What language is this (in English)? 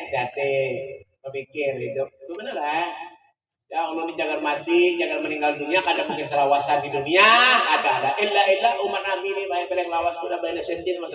Banjar